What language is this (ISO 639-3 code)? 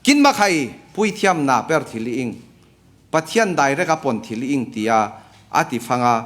cfm